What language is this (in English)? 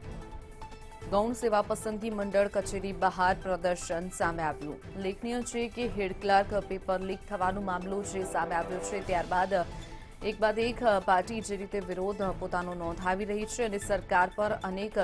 Gujarati